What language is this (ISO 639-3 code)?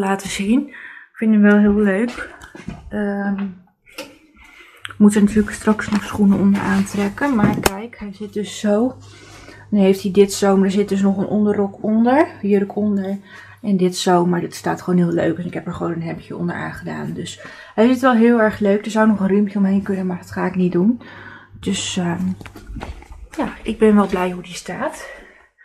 nld